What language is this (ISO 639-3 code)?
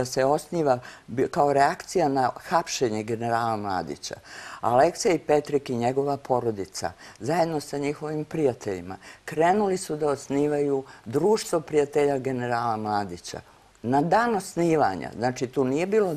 srp